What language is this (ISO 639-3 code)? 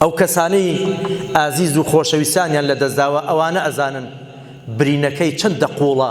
ckb